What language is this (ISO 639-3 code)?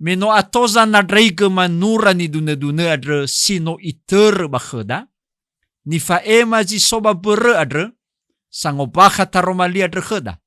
nia